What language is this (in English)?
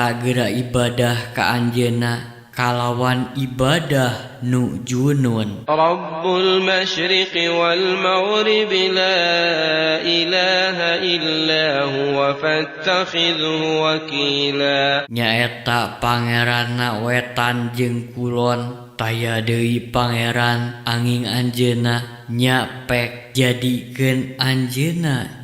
Sundanese